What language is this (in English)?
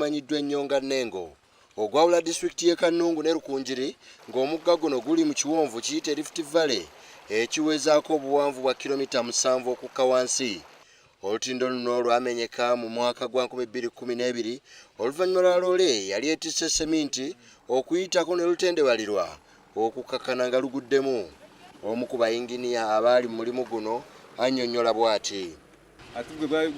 Ganda